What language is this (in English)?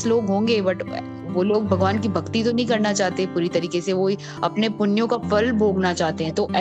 Hindi